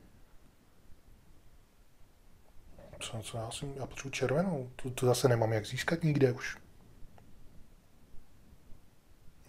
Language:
Czech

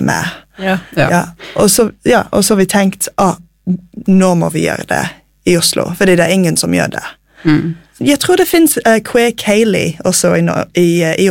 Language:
Norwegian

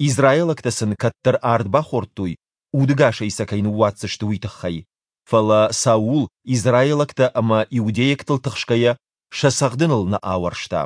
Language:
Ossetic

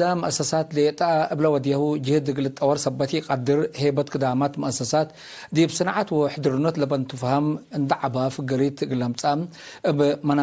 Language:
Tigre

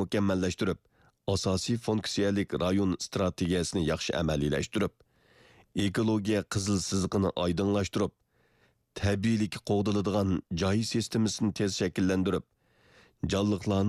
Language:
Uyghur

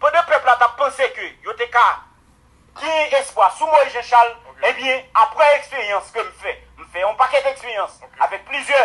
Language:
Haitian Creole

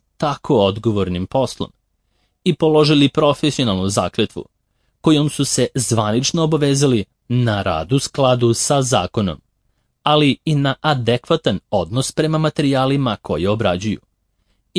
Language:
Serbian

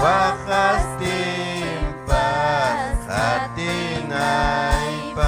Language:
Ayacucho Quechua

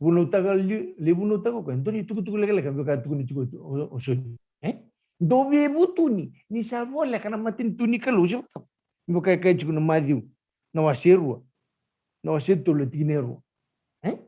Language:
Fijian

